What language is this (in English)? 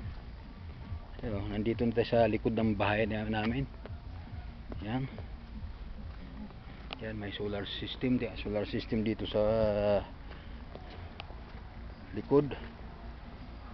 Filipino